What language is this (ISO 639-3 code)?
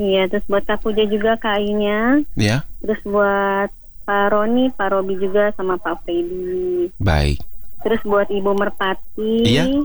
ind